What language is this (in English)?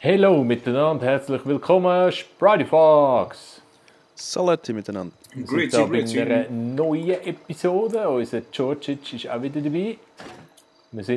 Swiss German